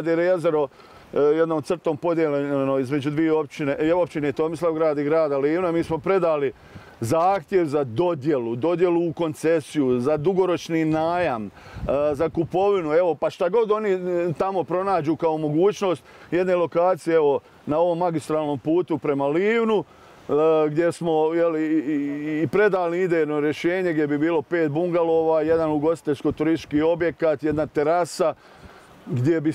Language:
Bosnian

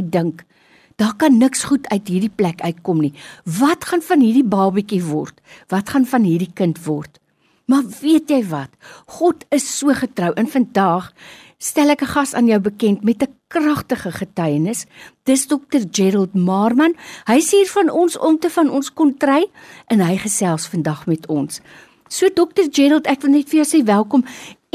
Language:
Afrikaans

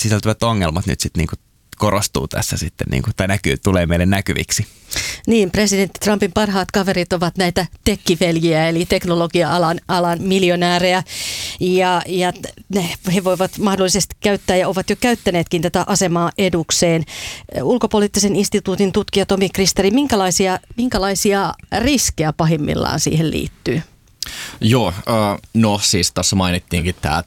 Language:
Finnish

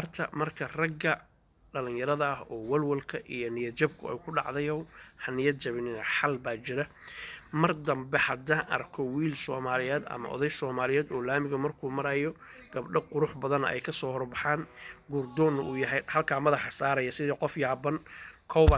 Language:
Somali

